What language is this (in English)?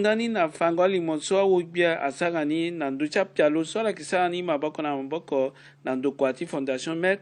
Sango